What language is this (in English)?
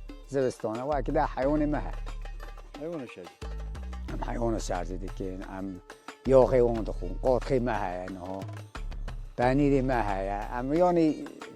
Kurdish